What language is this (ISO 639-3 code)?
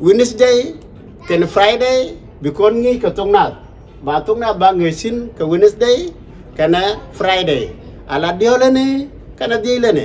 nus